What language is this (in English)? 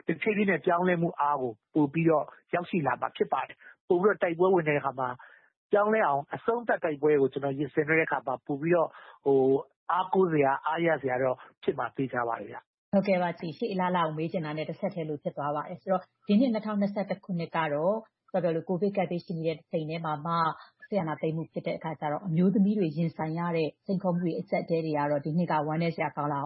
Burmese